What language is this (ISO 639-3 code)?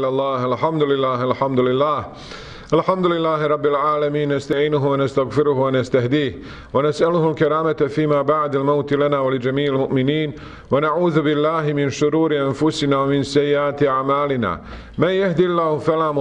bos